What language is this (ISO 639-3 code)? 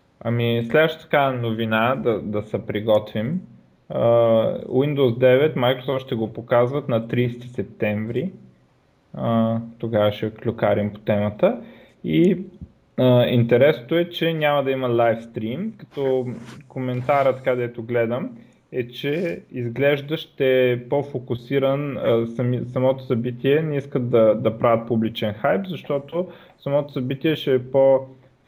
bul